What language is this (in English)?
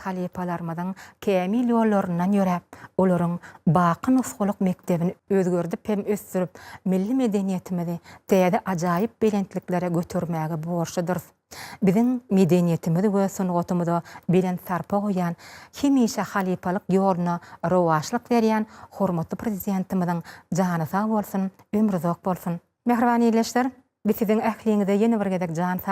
Turkmen